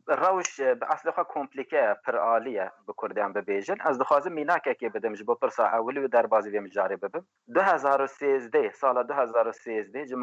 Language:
Kurdish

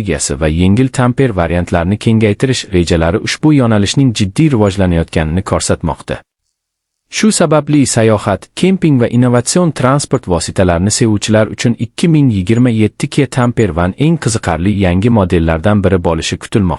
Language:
Uzbek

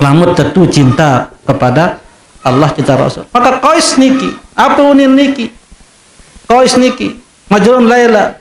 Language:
Sasak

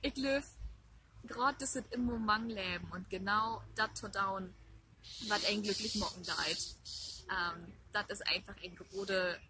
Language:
Low German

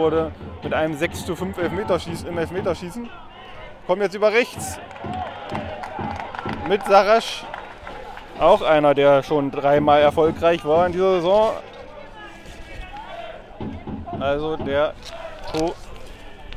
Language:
German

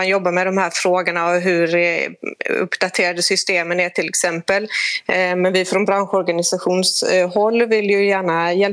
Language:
Swedish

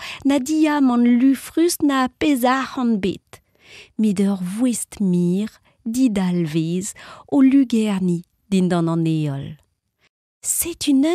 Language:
Breton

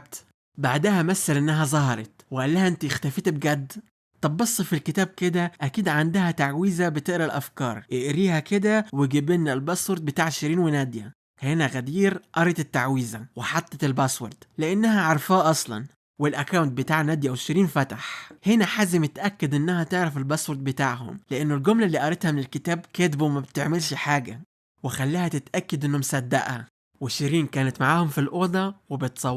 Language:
Egyptian Arabic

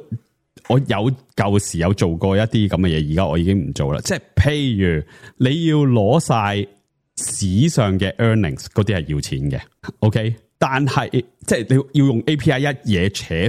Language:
Cantonese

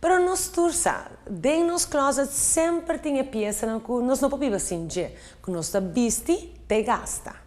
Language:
Papiamento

